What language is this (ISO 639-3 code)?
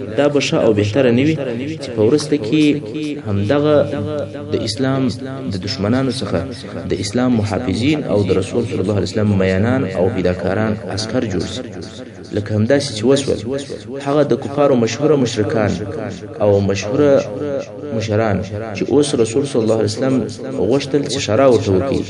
pus